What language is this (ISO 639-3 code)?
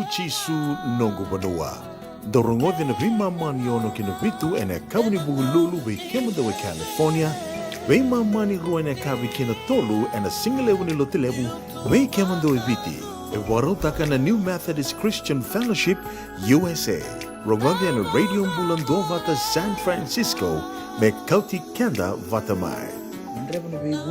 fij